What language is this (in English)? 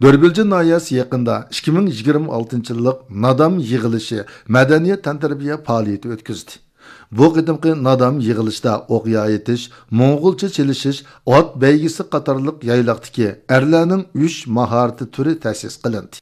Uyghur